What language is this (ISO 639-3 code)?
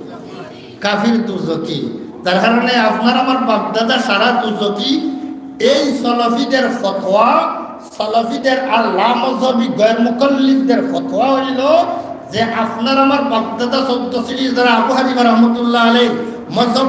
syl